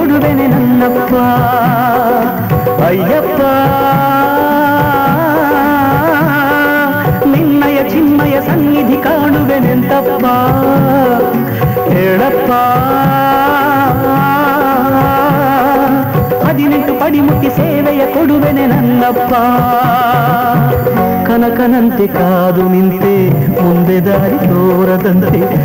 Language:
Kannada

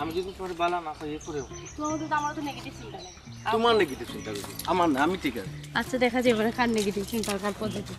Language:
Sylheti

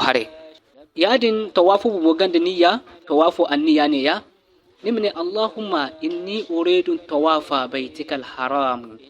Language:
Zarma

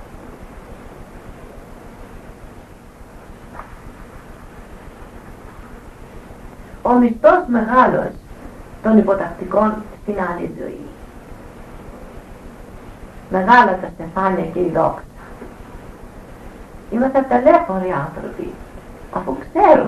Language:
Greek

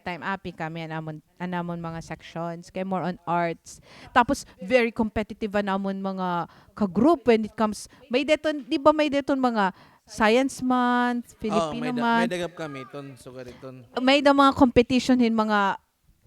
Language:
Waray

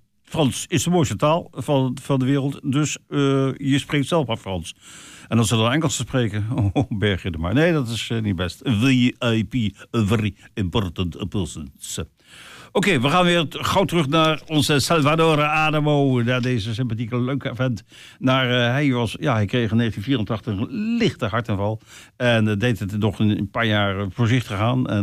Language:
Dutch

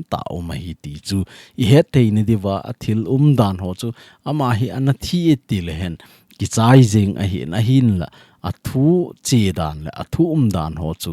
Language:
Thado Chin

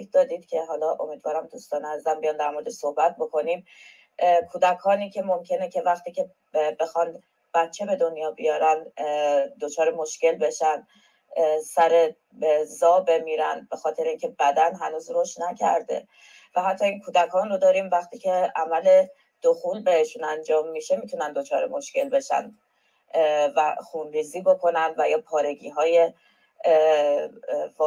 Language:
Persian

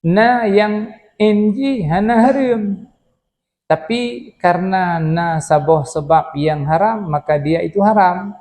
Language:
Achinese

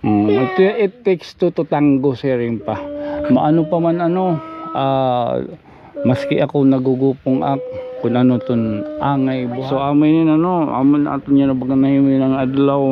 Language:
Waray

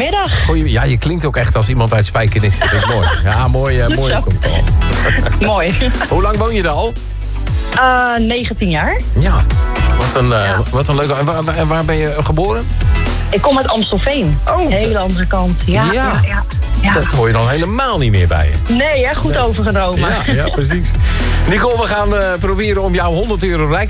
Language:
Dutch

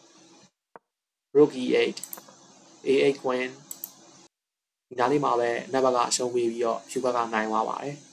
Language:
Burmese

